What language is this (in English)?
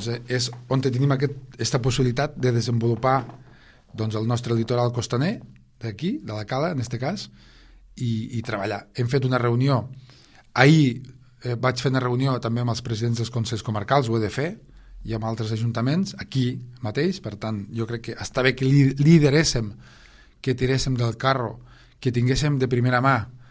Catalan